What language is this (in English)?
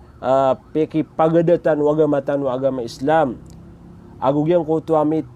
Maranao